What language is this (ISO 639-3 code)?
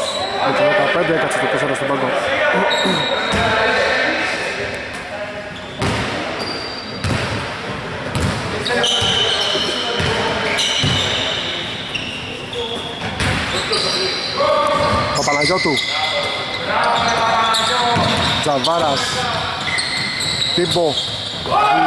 ell